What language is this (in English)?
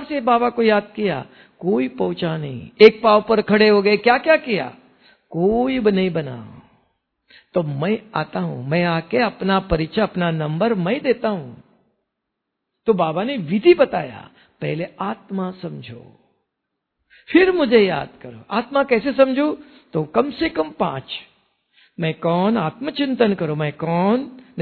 Hindi